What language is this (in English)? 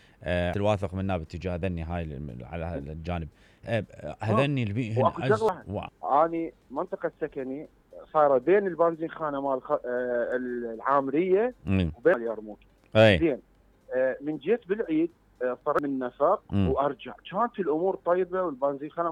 Mesopotamian Arabic